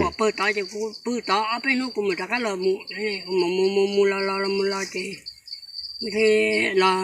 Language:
Hmong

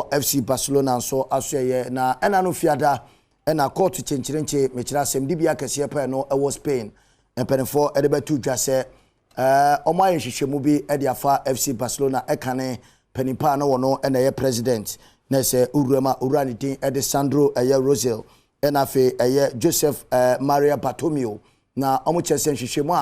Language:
Akan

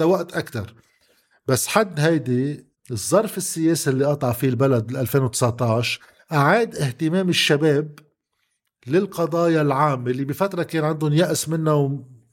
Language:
North Levantine Arabic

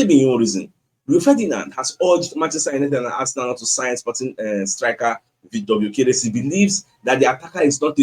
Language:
Nigerian Pidgin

